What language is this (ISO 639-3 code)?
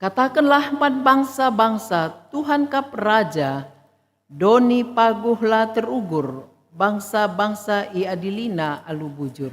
btx